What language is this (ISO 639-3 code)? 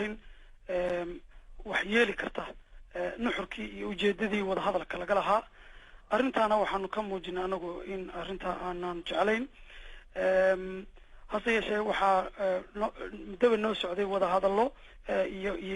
som